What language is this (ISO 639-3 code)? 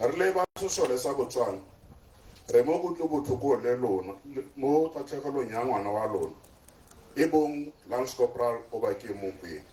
tsn